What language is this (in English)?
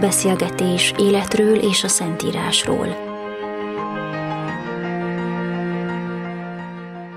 Hungarian